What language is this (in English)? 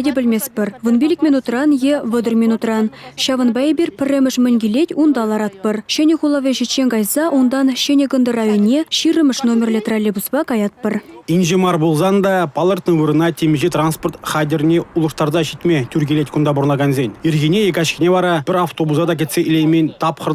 Chuvash